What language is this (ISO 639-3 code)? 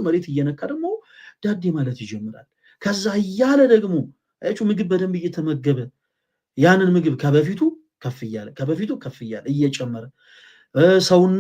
amh